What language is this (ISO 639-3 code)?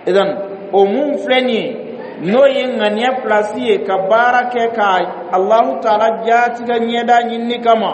dyu